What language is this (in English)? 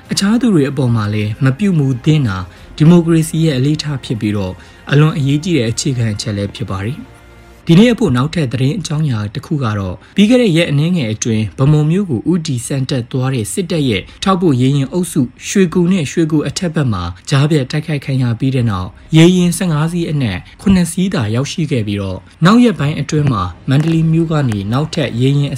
Burmese